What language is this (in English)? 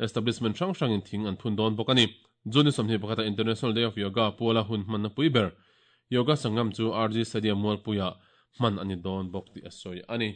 Mizo